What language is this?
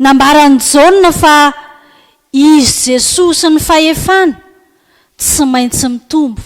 Malagasy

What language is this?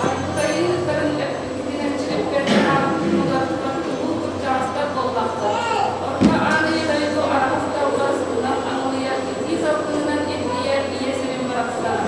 Yakut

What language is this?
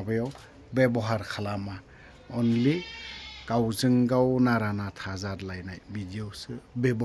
Bodo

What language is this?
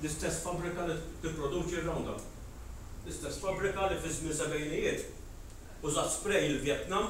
Maltese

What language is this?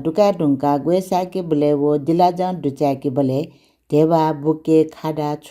Newari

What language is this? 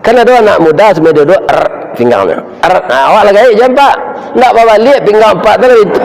Minangkabau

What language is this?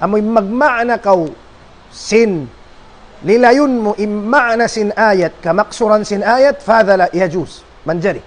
Tausug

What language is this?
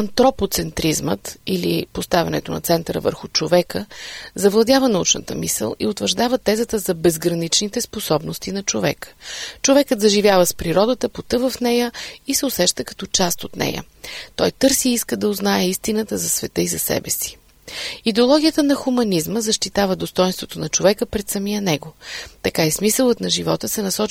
Bulgarian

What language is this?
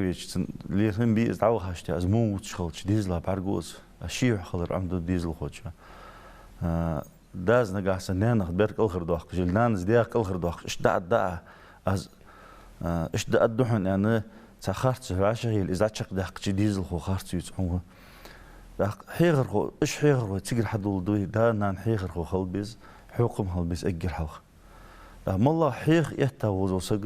Ingush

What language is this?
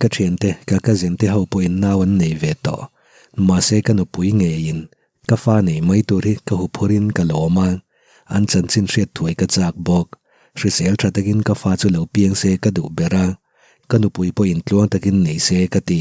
Mizo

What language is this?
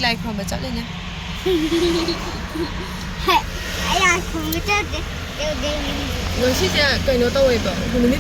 Manipuri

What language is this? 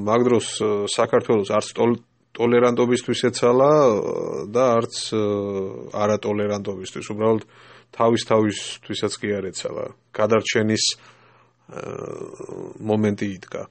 Georgian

